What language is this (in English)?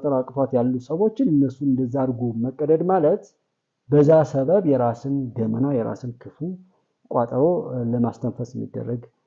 Amharic